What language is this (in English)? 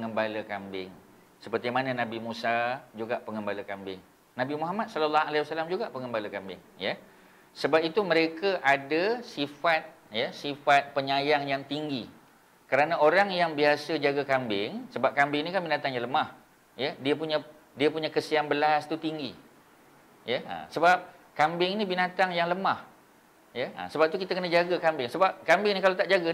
Malay